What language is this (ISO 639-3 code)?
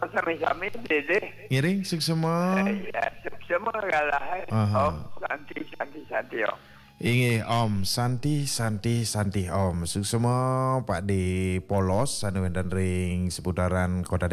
ban